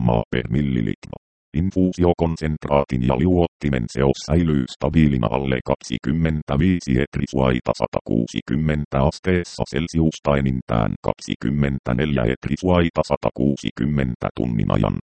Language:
Finnish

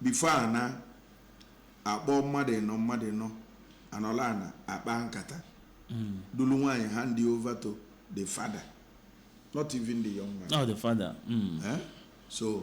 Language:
Igbo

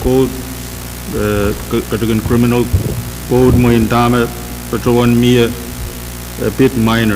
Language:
Pohnpeian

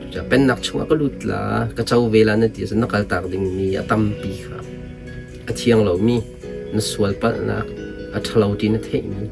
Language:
Hakha Chin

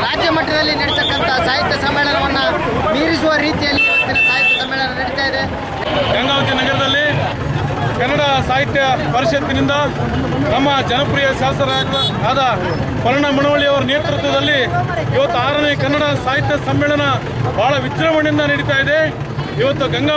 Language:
Kannada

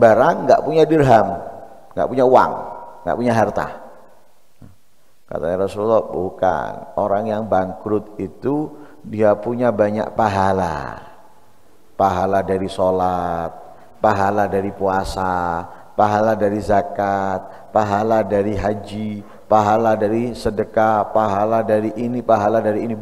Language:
Indonesian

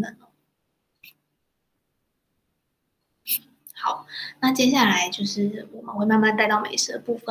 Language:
Chinese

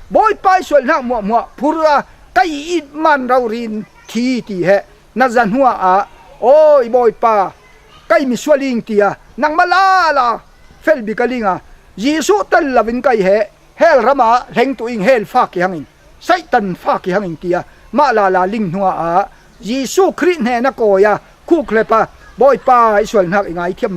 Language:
Falam Chin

